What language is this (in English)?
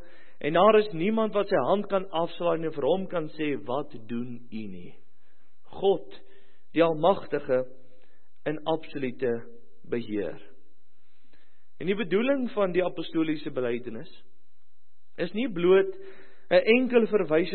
Afrikaans